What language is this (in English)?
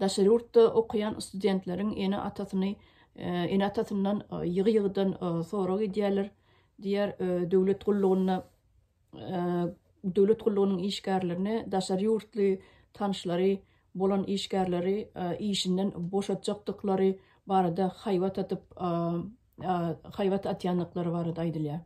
Turkmen